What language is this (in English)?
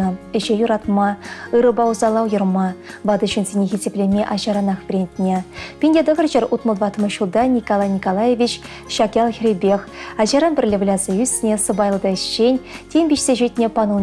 Chuvash